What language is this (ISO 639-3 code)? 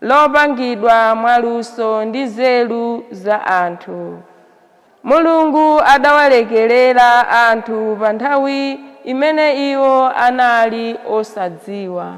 nya